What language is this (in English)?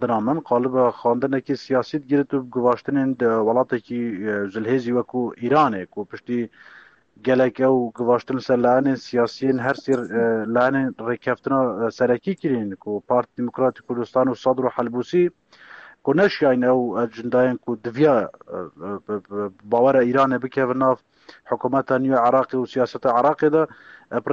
Kurdish